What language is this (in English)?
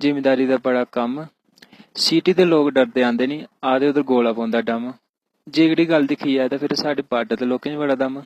Dogri